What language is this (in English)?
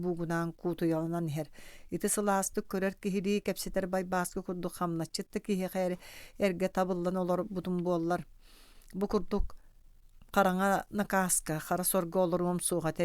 Yakut